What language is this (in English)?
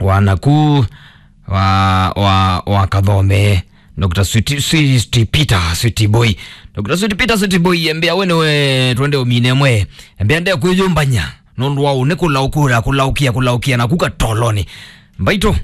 Kamba